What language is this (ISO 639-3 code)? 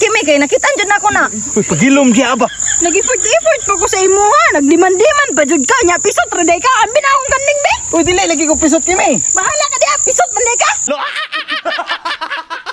ceb